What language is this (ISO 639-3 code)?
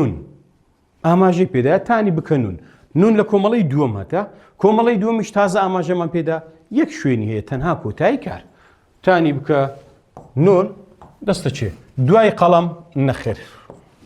ckb